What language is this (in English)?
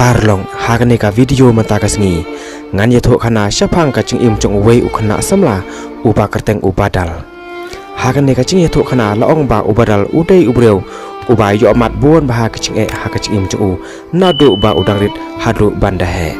Khasi